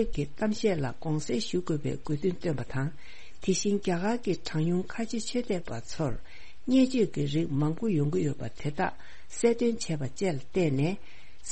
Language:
Tibetan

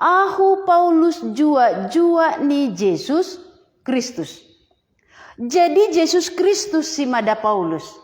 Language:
Batak Simalungun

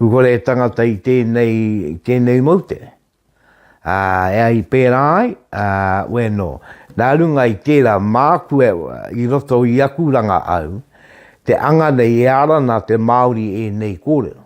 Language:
Māori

